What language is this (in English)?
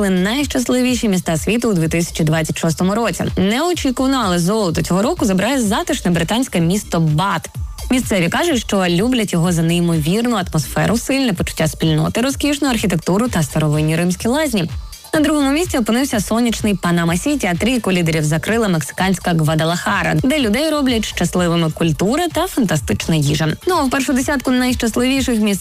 Ukrainian